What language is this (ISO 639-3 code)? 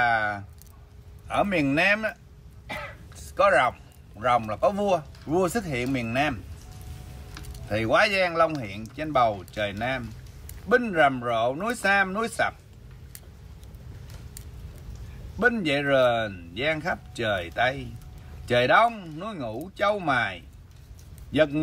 vie